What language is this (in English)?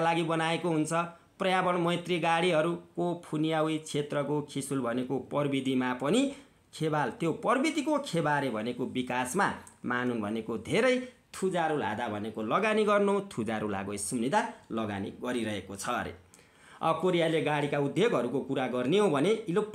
Nepali